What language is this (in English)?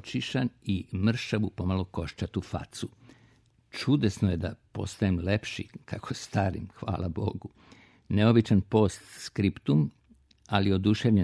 Serbian